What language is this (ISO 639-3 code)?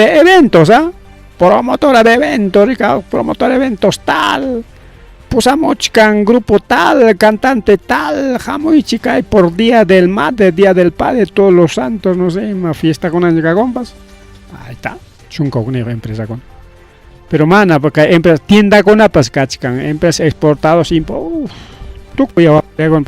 quy